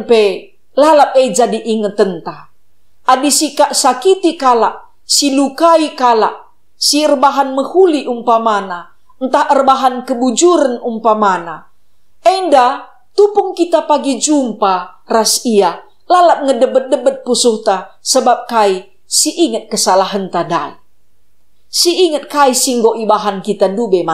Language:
Batak Karo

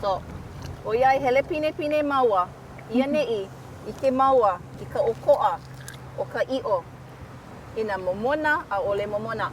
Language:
Hawaiian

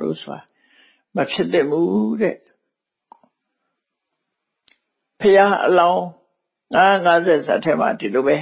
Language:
Burmese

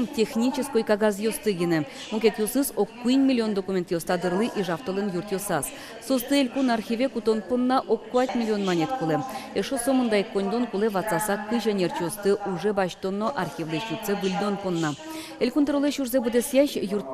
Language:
Udmurt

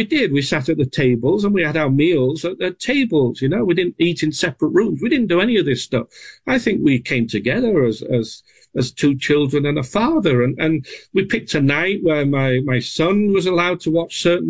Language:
English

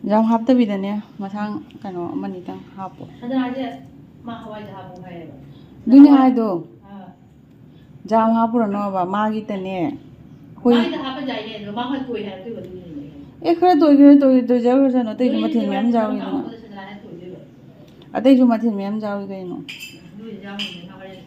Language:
Manipuri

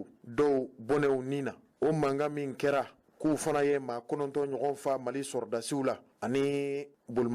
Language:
Bambara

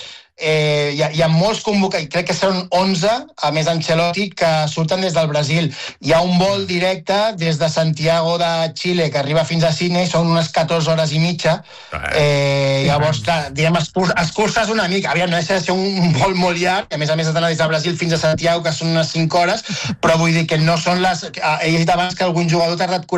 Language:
Catalan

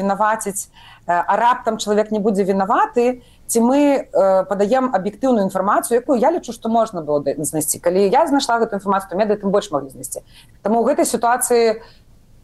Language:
Belarusian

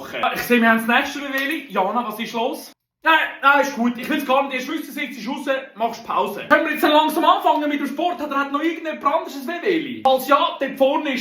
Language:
Swiss German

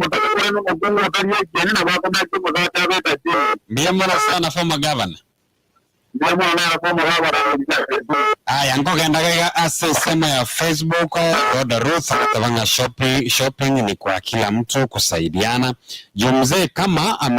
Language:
Gusii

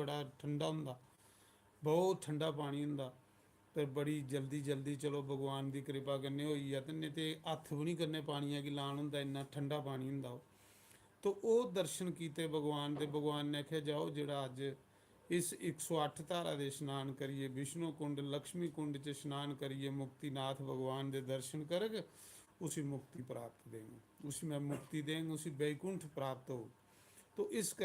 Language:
Dogri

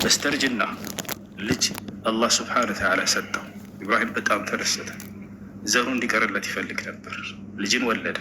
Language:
Amharic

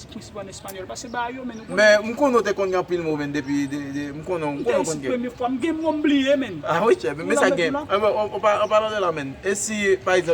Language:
Haitian Creole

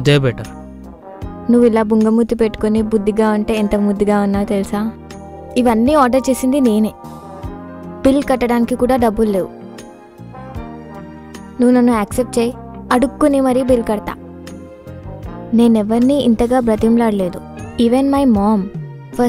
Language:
Telugu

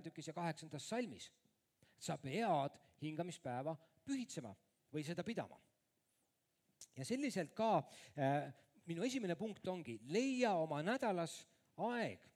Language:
Estonian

